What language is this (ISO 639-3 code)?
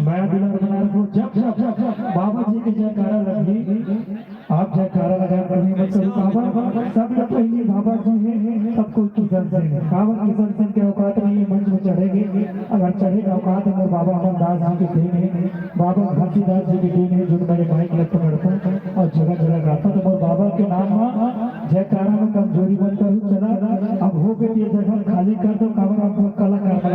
hne